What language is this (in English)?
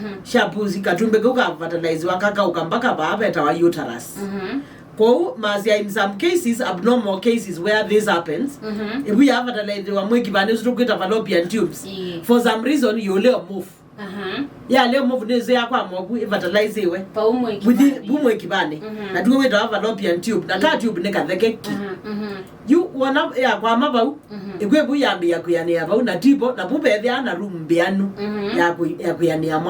Kamba